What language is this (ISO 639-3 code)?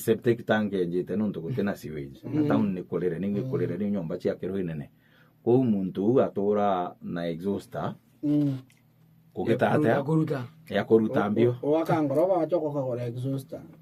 mer